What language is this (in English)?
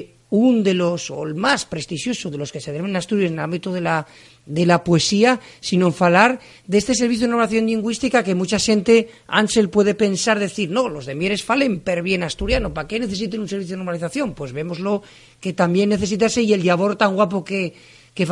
Asturian